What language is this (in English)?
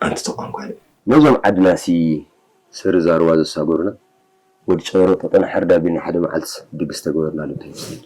Tigrinya